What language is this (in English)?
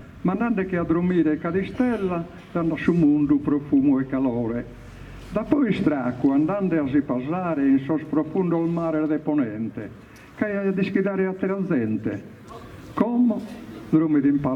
Sardinian